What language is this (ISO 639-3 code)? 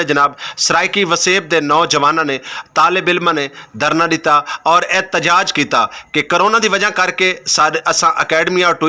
skr